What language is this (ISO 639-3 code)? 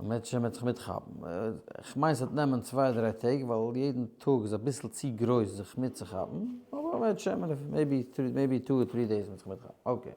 yid